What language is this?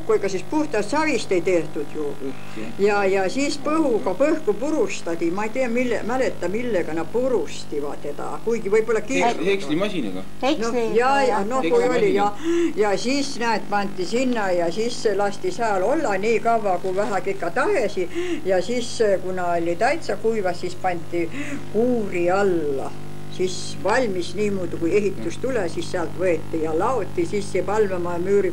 Estonian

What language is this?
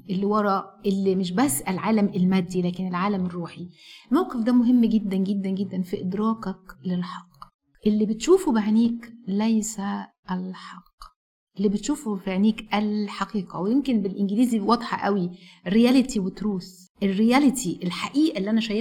Egyptian Arabic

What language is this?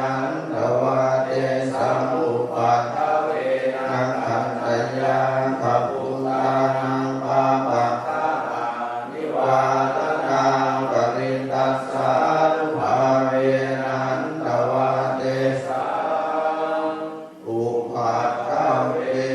Pali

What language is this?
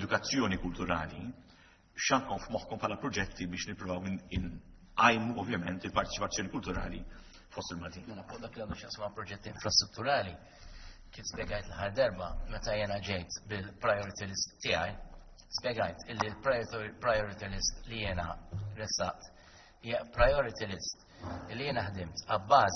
Maltese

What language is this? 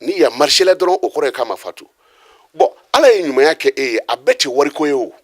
Bambara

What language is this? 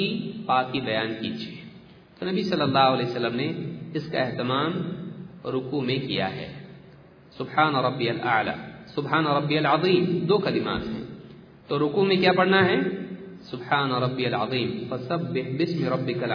Urdu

